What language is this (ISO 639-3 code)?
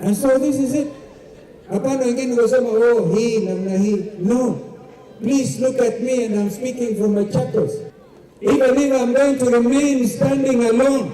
kam